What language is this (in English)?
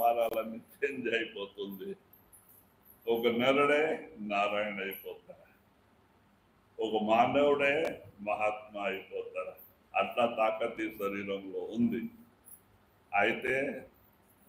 Telugu